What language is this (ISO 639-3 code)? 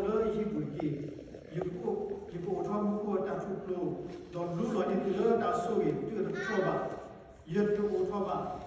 ksw